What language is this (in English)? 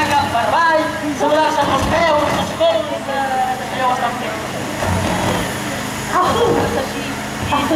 Catalan